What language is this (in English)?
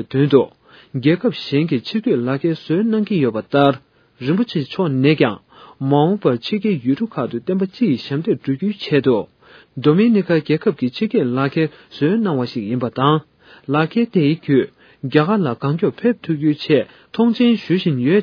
Tibetan